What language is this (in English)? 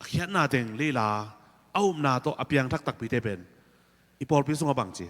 Tedim Chin